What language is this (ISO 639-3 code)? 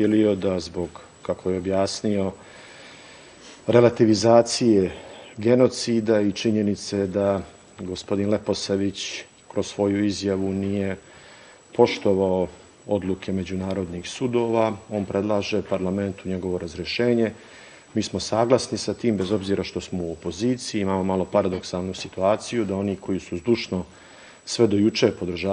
srp